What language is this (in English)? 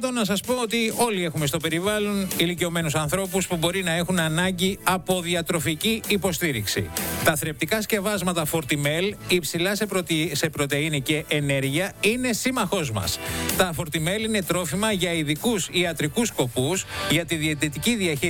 Greek